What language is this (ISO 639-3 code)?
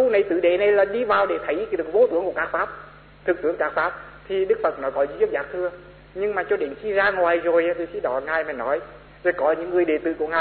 vie